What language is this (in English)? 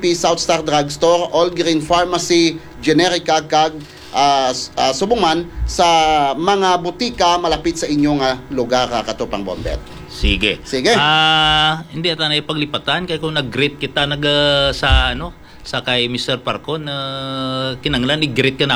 Hiligaynon